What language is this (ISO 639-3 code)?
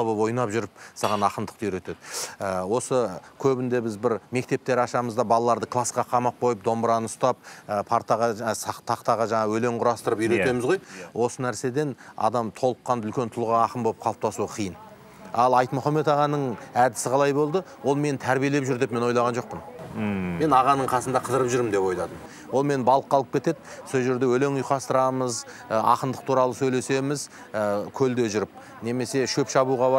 kaz